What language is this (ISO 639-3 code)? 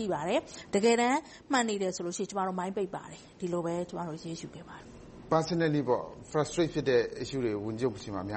mya